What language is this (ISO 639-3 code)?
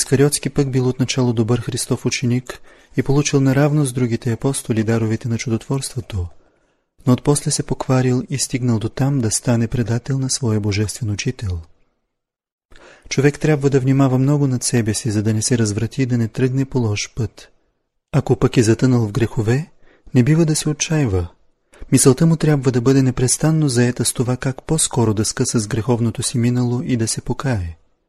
bul